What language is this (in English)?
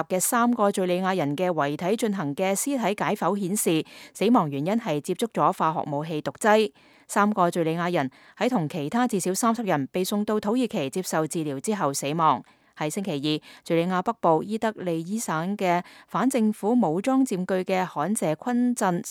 Cantonese